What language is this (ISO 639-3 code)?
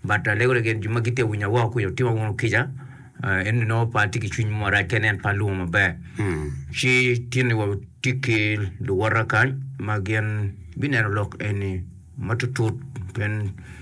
ach